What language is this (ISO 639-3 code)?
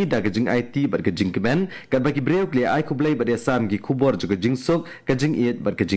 kha